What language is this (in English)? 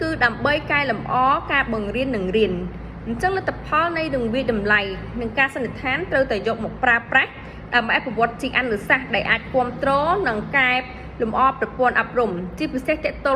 Khmer